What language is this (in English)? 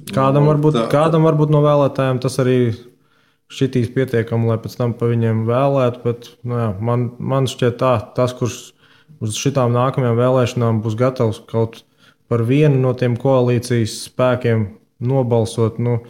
Latvian